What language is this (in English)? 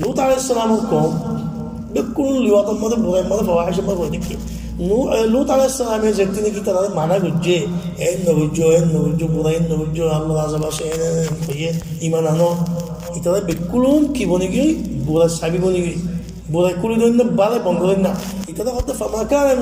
Rohingya